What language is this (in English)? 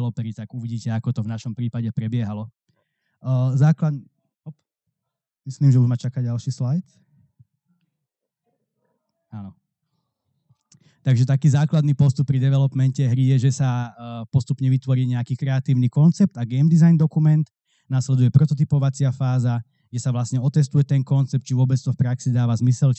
Slovak